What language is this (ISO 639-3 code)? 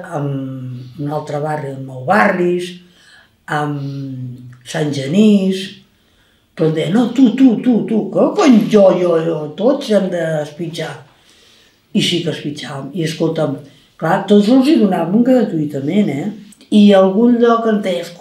cat